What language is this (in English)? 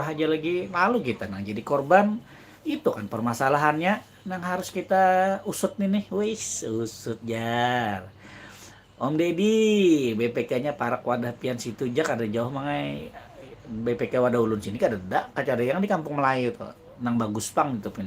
Banjar